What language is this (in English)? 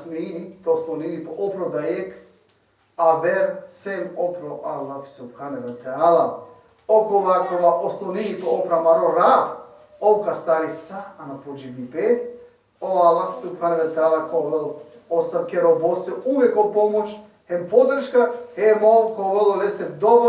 Balkan Romani